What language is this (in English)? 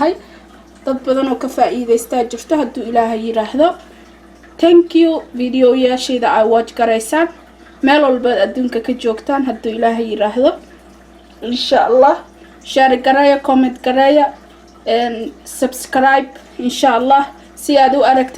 Somali